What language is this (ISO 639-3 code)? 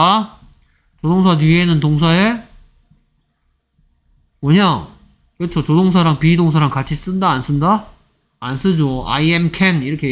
kor